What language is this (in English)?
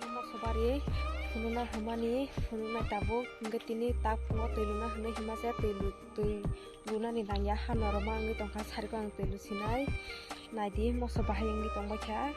Kok Borok